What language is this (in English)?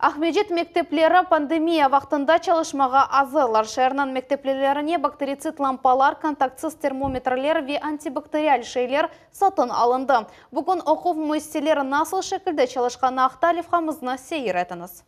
Crimean Tatar